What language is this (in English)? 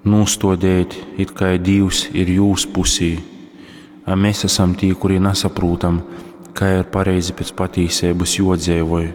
Latgalian